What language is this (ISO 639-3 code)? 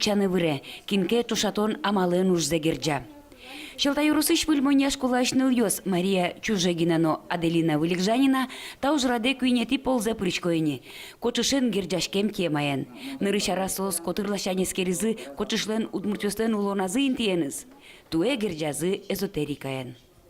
udm